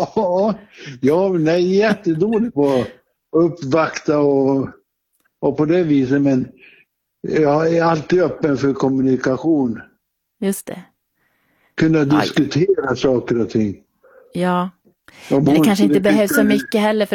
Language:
Swedish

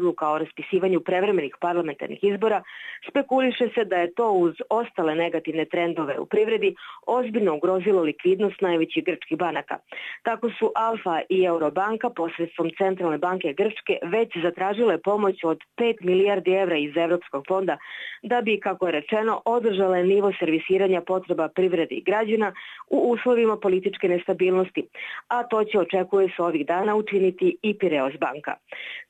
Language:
Serbian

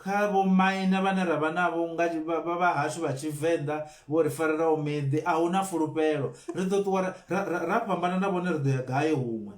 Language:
Venda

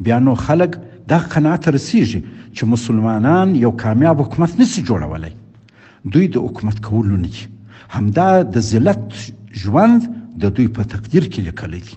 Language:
Pashto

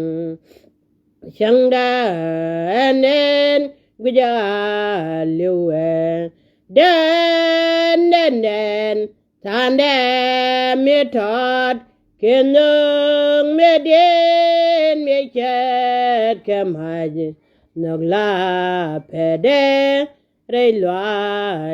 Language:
Nuer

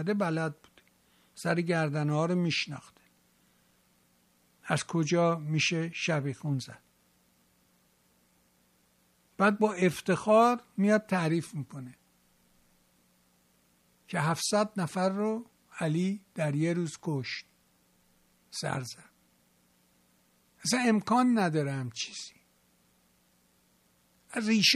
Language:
Persian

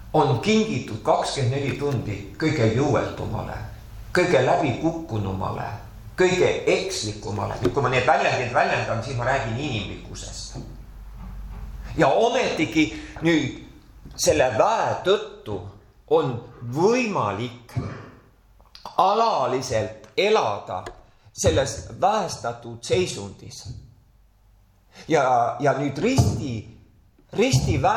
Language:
Estonian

